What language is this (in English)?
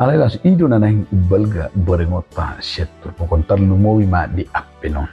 Batak Toba